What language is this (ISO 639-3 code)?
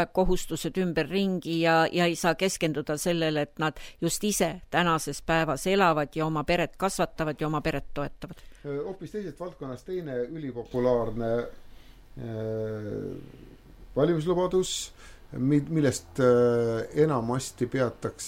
est